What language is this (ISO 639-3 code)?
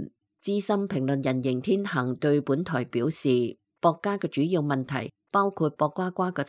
yue